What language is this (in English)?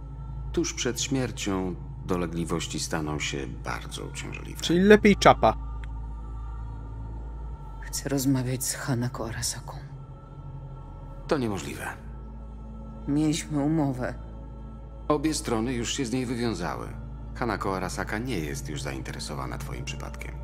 Polish